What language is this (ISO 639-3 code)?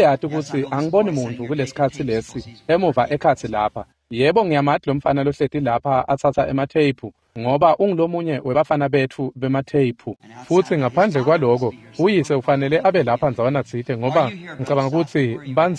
ssw